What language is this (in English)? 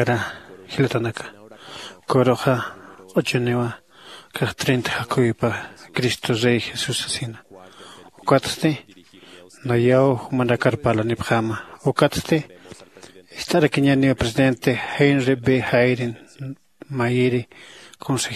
Aymara